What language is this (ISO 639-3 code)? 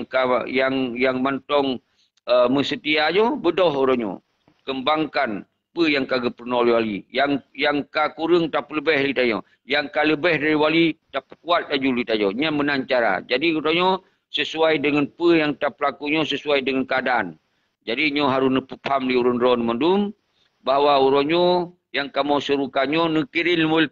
ace